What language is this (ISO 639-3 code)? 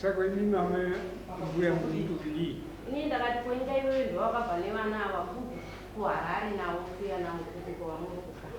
sna